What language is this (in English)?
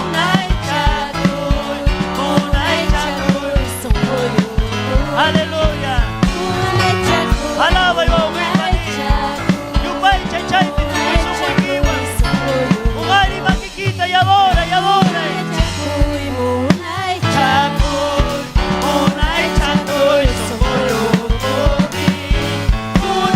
Ayacucho Quechua